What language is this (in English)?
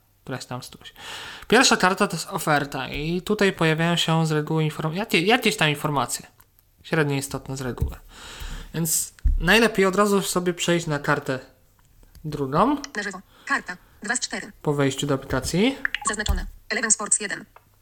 Polish